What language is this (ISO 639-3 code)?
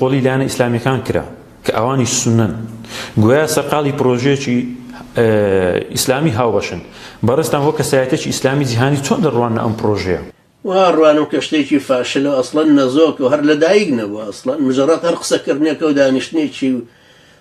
ckb